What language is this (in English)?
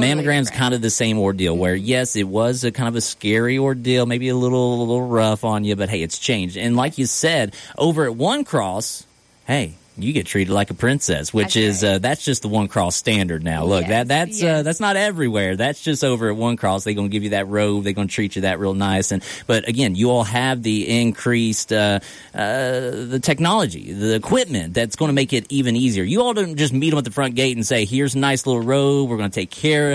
English